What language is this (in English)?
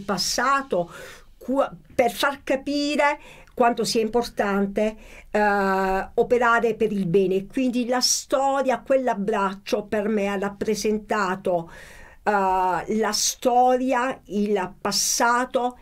Italian